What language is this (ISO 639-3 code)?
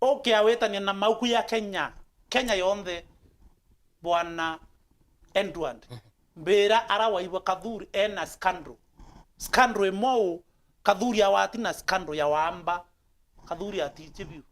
mer